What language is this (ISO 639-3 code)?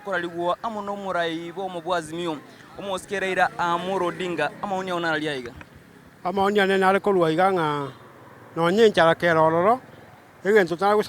guz